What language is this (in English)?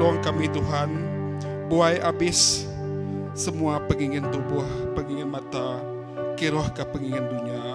Iban